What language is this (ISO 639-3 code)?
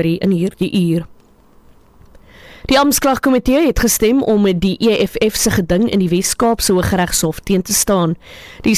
afr